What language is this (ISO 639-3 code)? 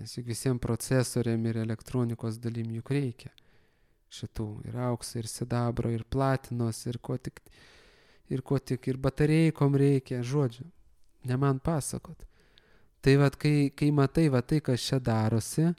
lit